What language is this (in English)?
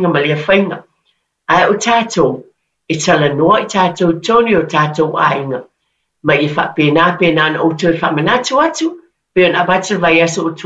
Samoan